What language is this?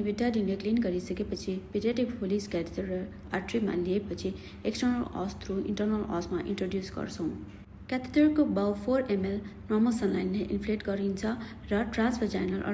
Nepali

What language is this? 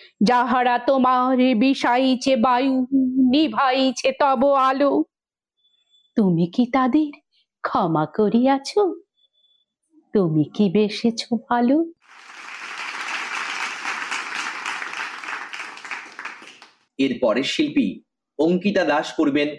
Bangla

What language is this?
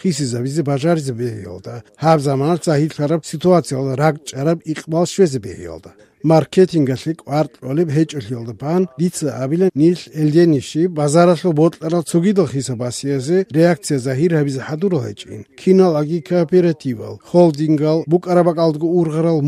Avaric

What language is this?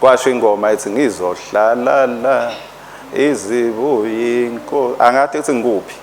Swati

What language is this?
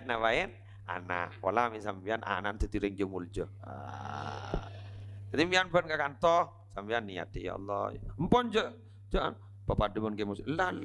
Madurese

